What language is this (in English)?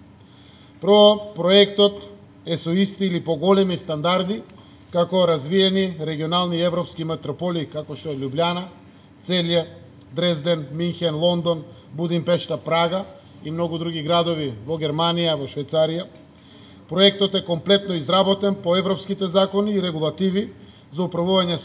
Macedonian